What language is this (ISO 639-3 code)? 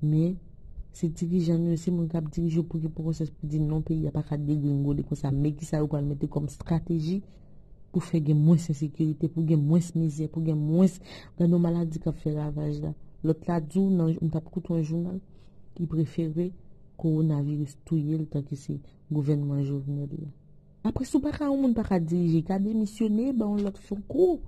hat